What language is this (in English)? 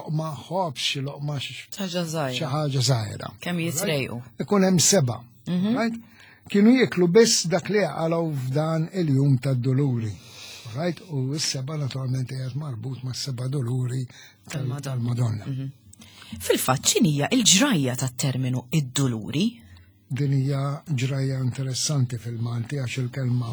Maltese